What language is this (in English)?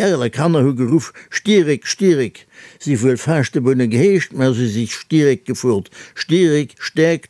Luxembourgish